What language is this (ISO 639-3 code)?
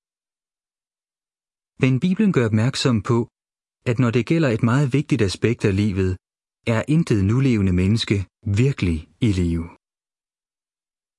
dan